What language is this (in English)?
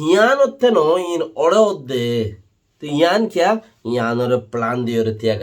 Rohingya